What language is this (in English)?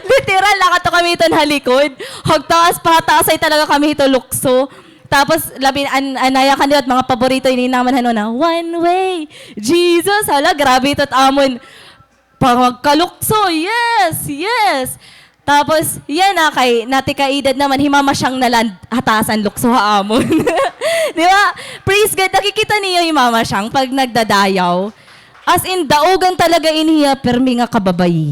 Waray